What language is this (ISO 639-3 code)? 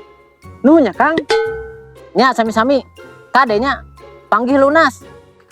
sun